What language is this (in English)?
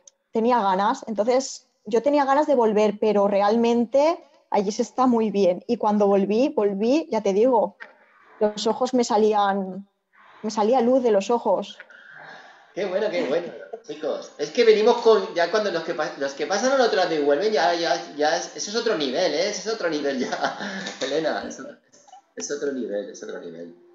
Spanish